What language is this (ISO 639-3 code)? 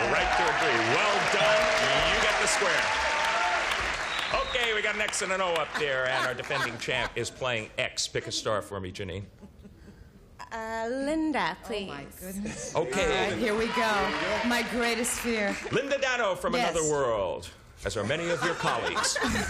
eng